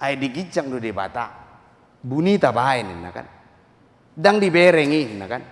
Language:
Batak Toba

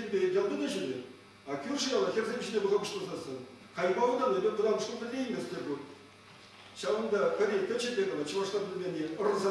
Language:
Chuvash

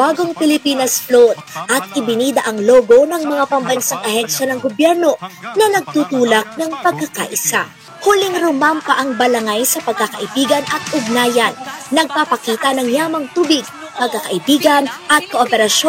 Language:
Filipino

